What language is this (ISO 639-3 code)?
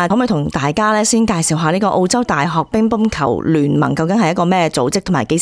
yue